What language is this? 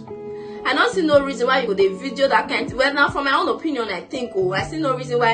Nigerian Pidgin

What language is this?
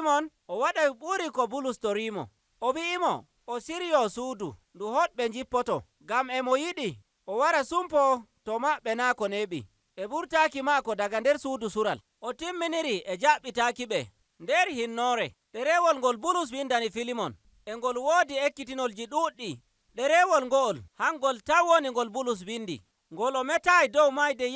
Nigerian Fulfulde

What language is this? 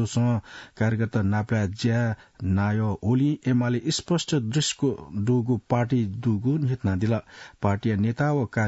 Newari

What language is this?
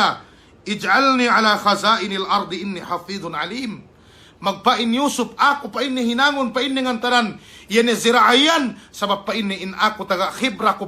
Yakan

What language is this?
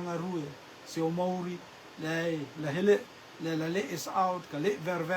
Rotuman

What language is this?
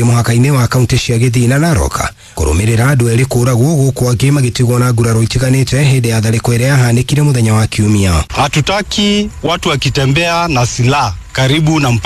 Kikuyu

